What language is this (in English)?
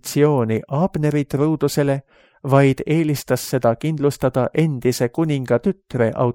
Estonian